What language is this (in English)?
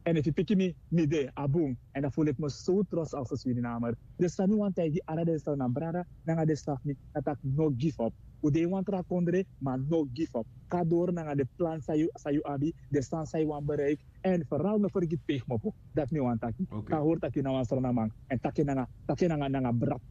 Sranan Tongo